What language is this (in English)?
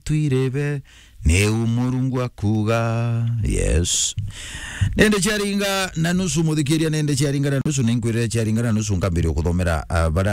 Meru